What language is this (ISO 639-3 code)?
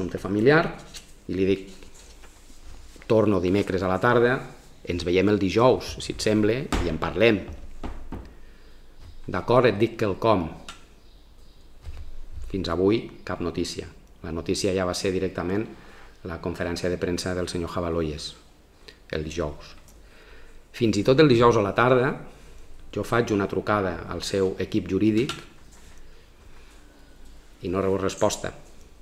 cat